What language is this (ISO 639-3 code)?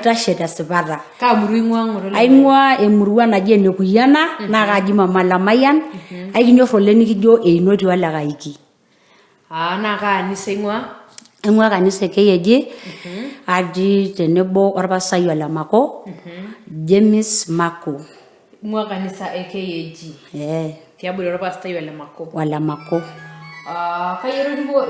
mas